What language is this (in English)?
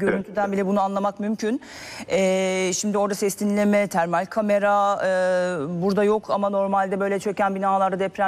Turkish